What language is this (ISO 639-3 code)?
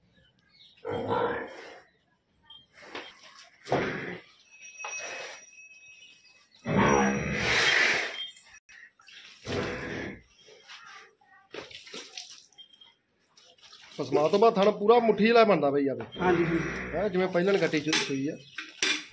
pan